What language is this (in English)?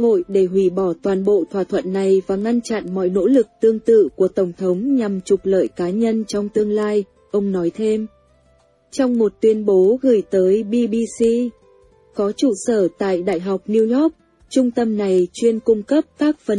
Vietnamese